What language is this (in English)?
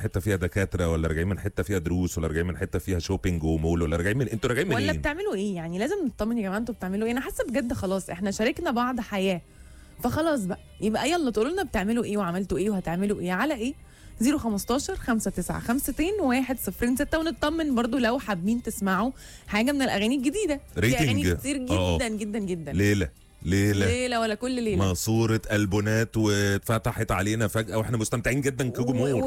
Egyptian Arabic